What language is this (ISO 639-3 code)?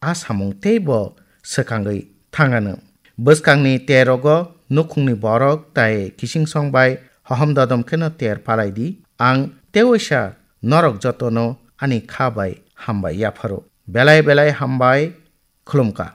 trp